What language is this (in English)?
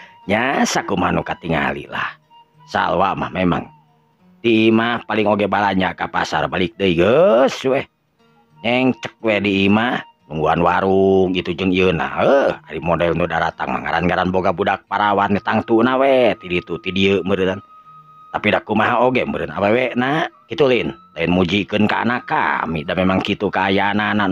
Sundanese